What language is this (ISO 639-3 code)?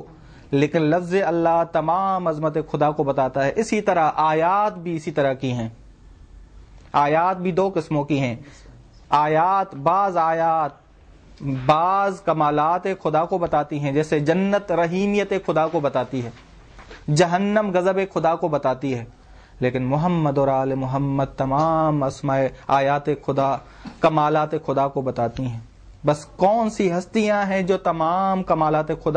urd